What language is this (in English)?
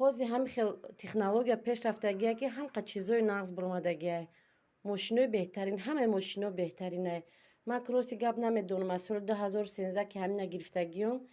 Tajik